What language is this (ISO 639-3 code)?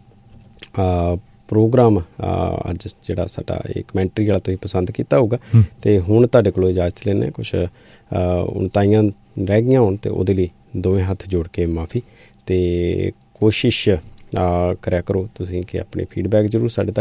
pan